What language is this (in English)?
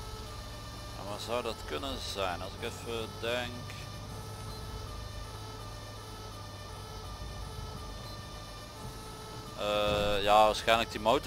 Dutch